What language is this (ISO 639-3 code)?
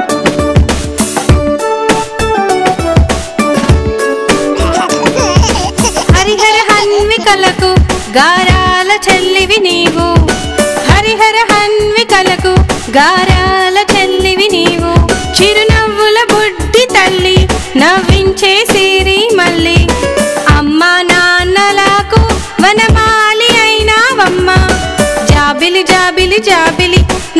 tel